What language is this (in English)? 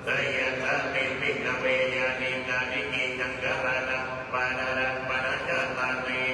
Pali